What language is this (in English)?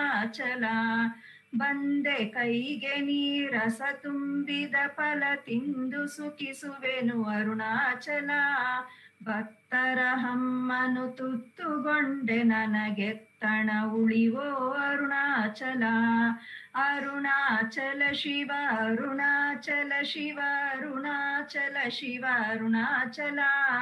Kannada